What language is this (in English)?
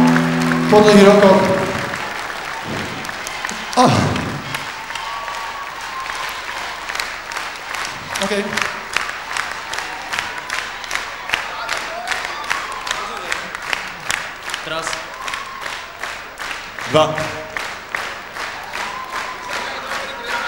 Slovak